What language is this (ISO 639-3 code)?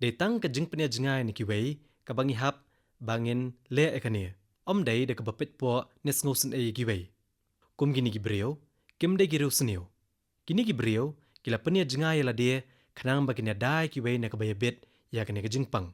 kha